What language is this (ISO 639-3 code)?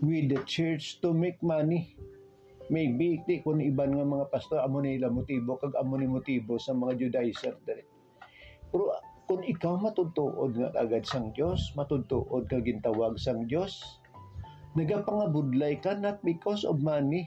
hil